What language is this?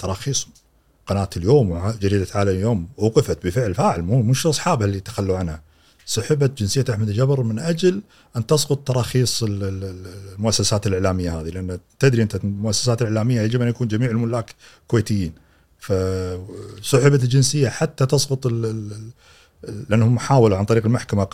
Gulf Arabic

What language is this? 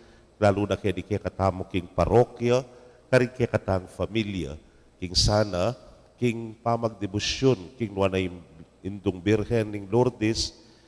Pampanga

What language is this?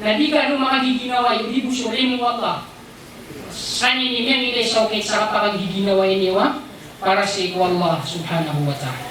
Maranao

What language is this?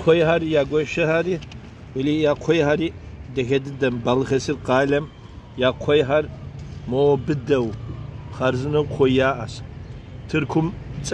Kabardian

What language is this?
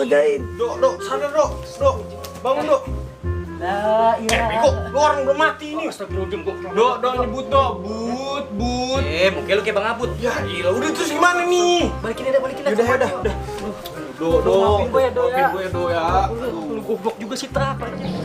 Betawi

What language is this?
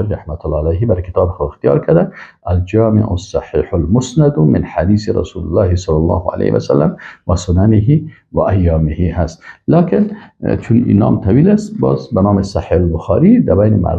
Persian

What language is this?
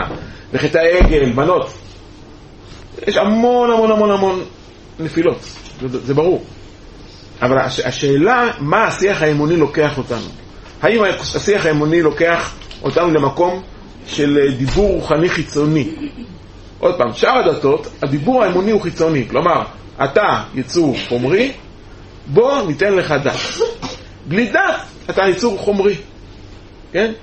Hebrew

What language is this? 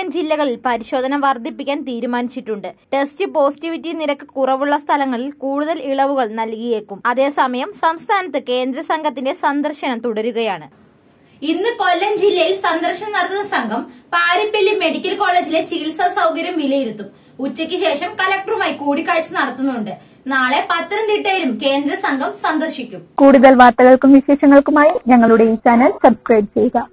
Malayalam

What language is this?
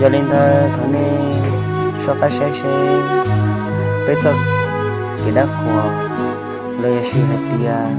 Hmong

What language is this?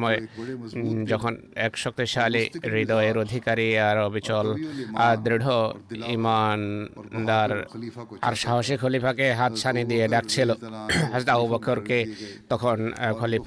Bangla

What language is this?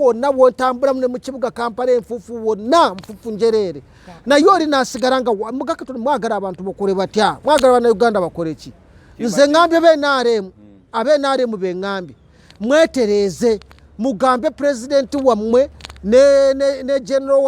Ganda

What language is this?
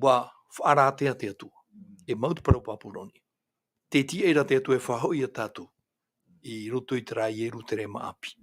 Tahitian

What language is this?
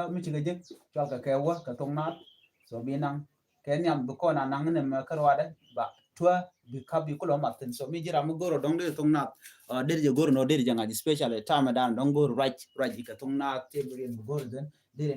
Nuer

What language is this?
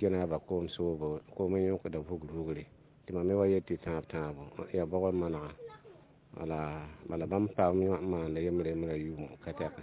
Mossi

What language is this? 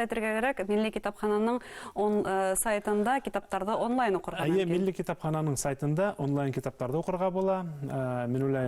Bashkir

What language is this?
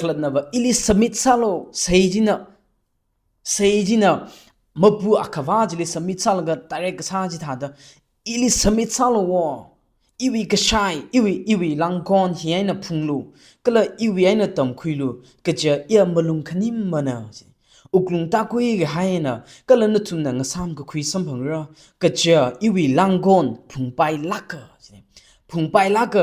Tangkhul Naga (India)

